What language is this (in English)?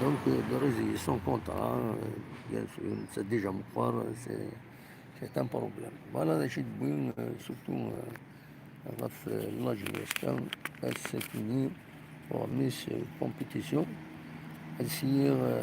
Kabyle